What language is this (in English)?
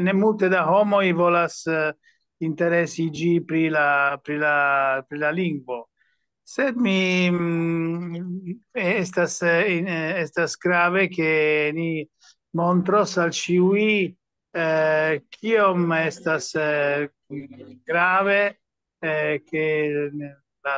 Esperanto